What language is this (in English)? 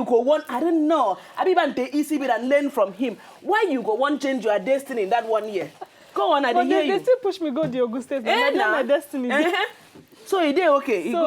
Nigerian Pidgin